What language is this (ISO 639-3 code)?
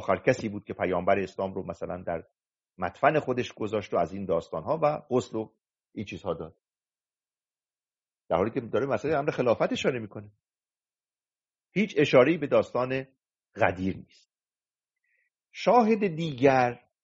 fas